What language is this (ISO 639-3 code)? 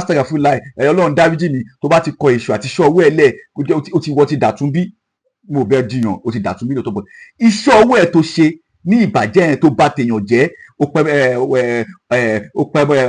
yor